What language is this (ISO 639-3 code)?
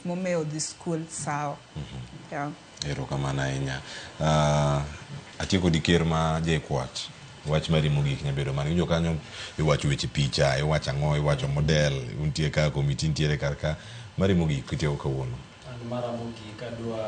luo